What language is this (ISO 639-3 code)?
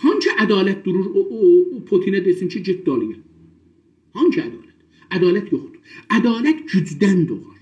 azb